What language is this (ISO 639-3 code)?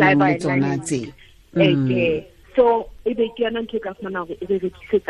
sot